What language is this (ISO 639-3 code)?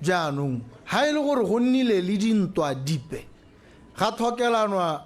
tsn